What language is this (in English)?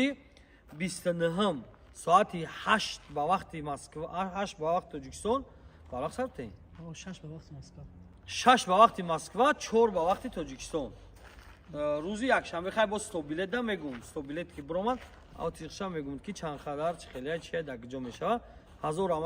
Tajik